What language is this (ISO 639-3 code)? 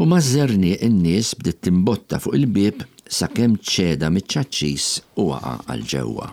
mlt